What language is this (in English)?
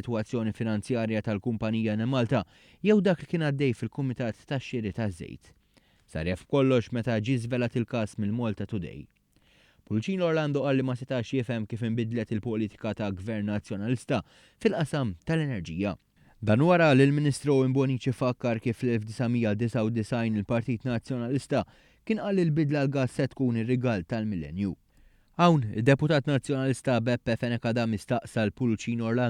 Maltese